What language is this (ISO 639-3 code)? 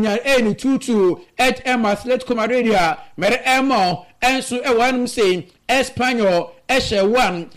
aka